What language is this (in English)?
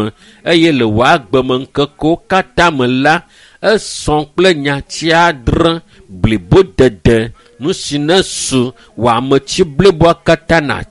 Ewe